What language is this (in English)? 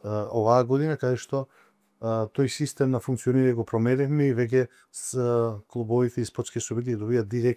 Macedonian